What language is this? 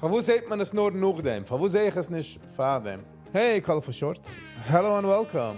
Yiddish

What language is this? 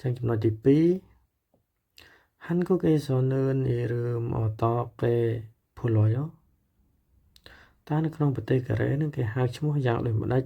Khmer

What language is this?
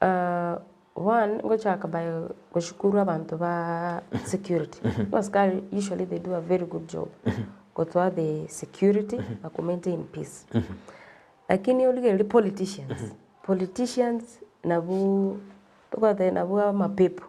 Gusii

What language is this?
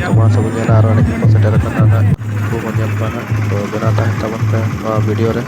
Santali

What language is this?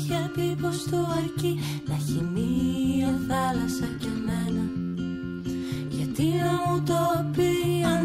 Greek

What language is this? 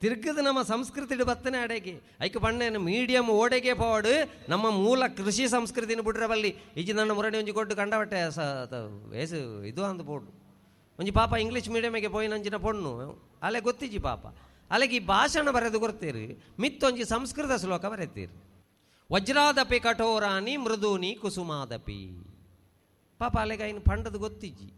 Tulu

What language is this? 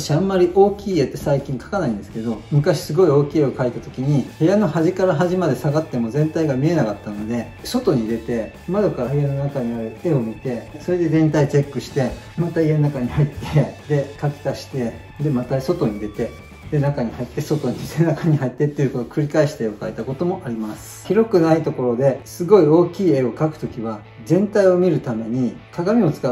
Japanese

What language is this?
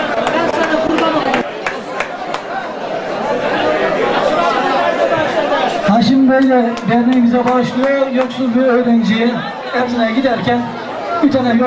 Turkish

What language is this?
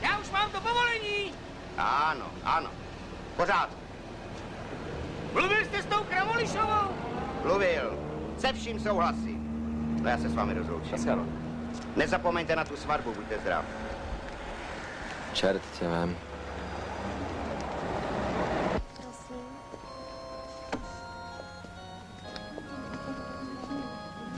Czech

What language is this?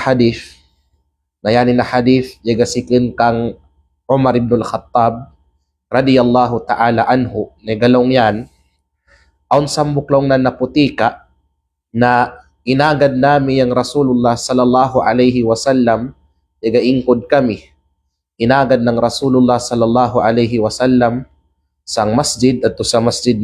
Kalagan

